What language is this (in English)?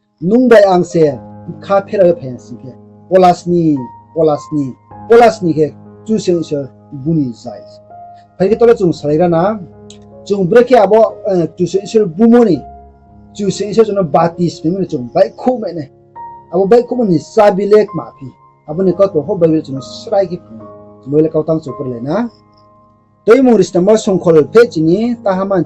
Riang (India)